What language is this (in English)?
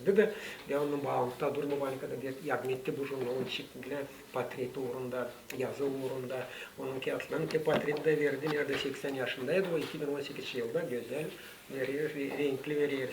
Gagauz